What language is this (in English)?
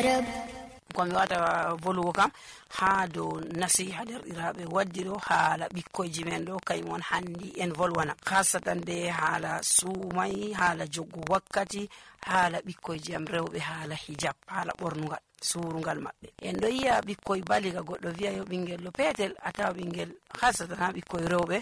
Nigerian Fulfulde